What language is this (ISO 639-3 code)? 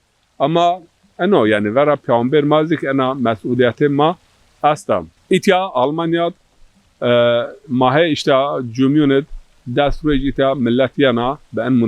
zza